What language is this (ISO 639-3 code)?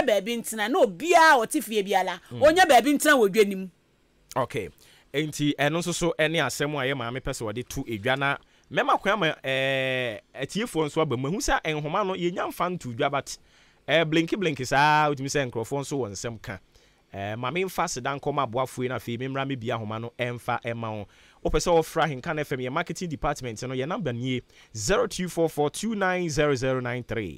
aka